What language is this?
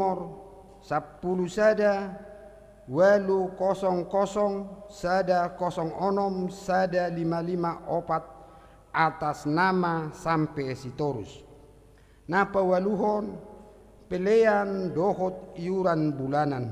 Batak Toba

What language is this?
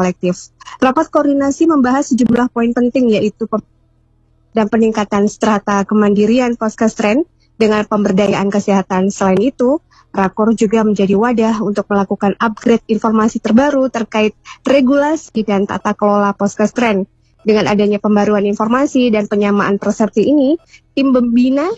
Indonesian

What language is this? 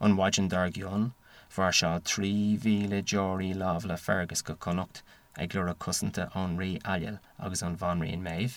Irish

